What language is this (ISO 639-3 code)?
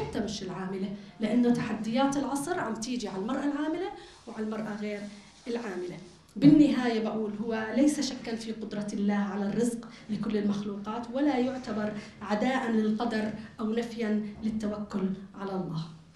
apc